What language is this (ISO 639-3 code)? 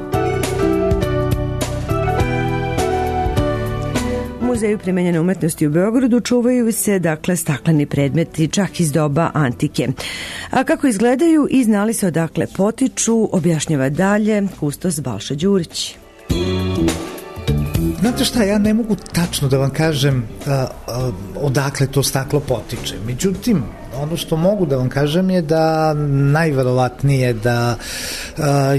srp